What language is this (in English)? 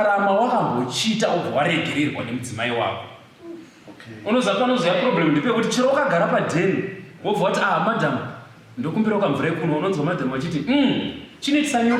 Shona